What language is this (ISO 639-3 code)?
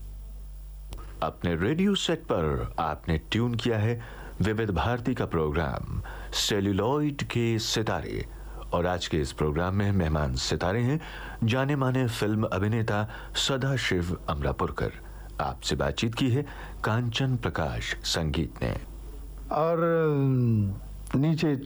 hin